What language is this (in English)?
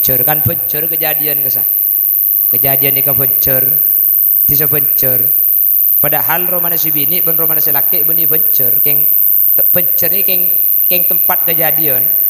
Madurese